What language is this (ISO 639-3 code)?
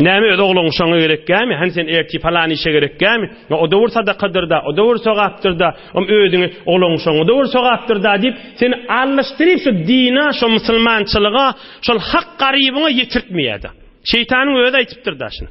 tuk